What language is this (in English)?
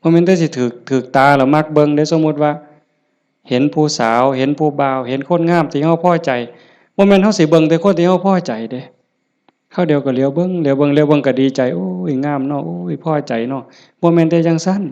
Northeastern Thai